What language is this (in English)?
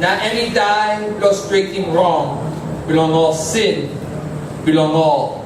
Tok Pisin